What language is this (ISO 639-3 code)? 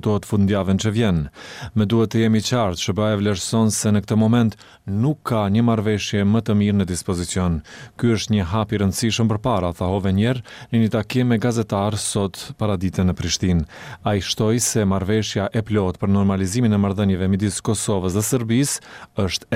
sqi